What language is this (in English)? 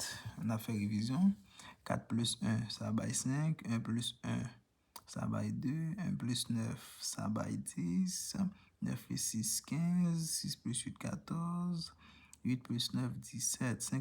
Haitian Creole